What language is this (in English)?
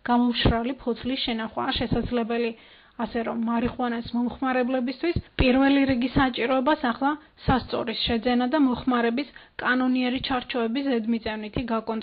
Georgian